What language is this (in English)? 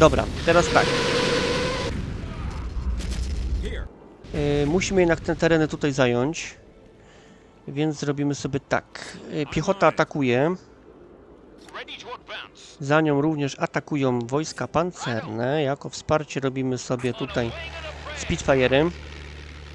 Polish